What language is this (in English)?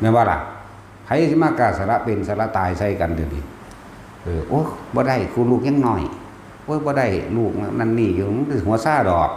Northeastern Thai